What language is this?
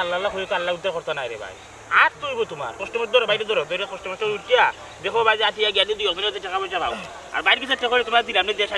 Sylheti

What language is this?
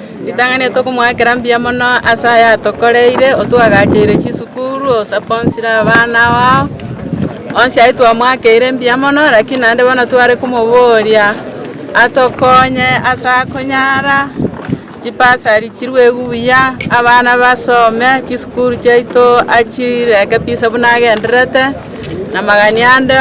Gusii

